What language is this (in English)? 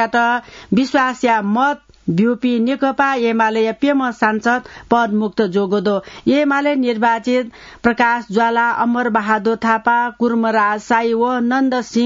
Newari